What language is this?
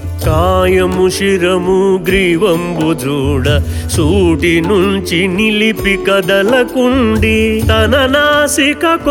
Telugu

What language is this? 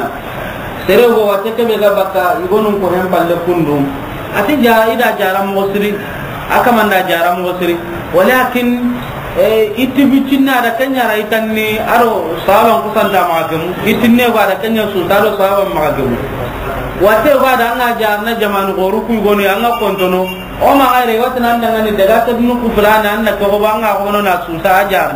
Soninke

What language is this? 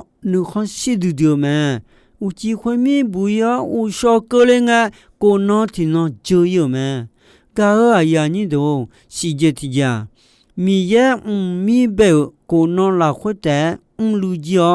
Akha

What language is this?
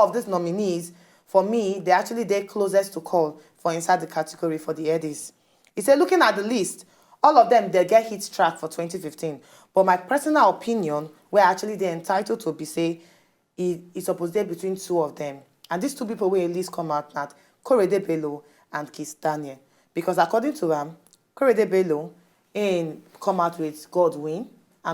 Nigerian Pidgin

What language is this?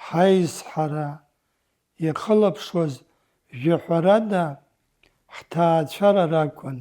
Abkhazian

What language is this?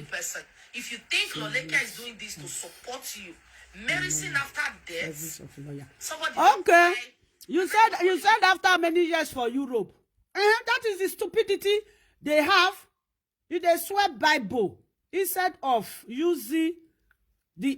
Nigerian Pidgin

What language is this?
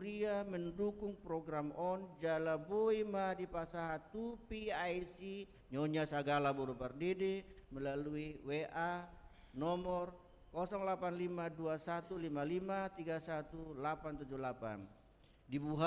Batak Toba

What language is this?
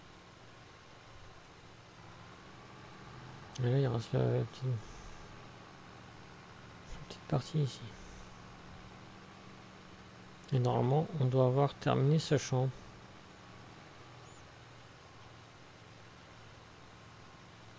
French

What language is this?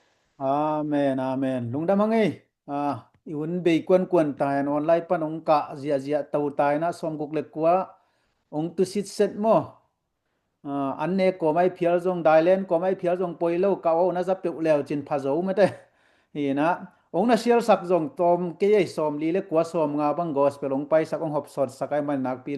Tedim Chin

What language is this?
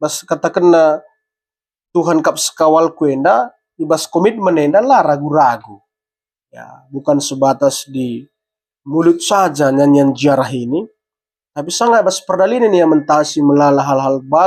Batak Karo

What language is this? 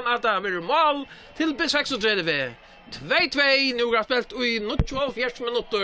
Faroese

